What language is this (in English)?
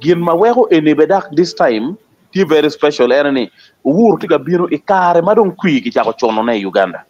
Acoli